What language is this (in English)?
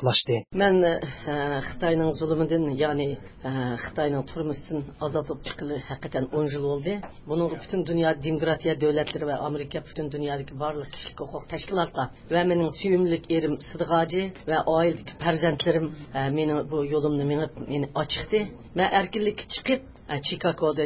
Uyghur